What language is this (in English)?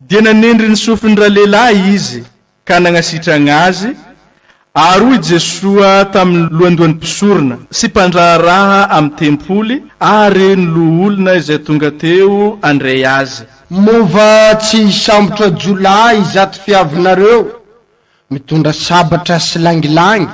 Malagasy